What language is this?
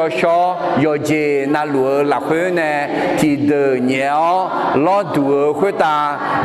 Akha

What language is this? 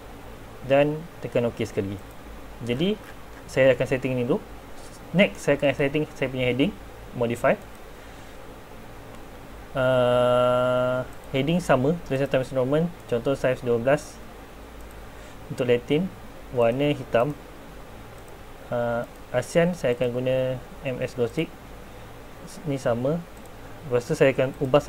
Malay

